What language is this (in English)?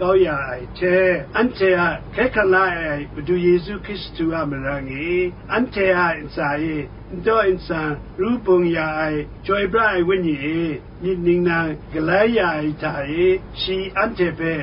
Kachin